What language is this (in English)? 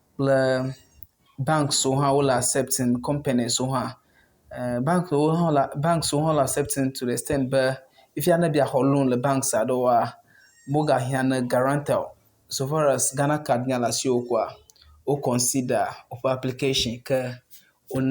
Ewe